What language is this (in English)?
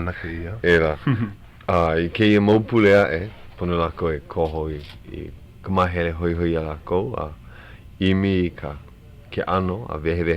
Hawaiian